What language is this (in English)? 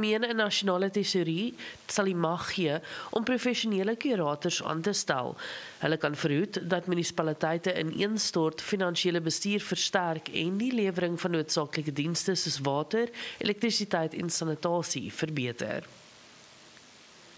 Afrikaans